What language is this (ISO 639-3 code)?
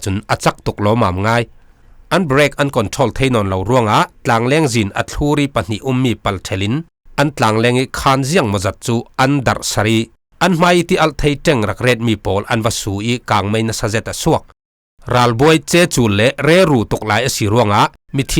cfm